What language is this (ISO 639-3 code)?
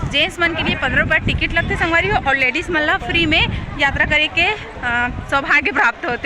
hne